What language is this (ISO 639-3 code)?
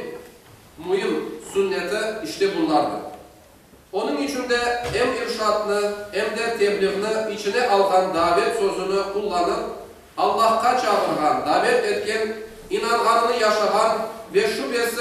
crh